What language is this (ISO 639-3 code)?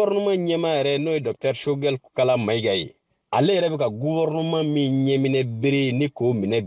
bam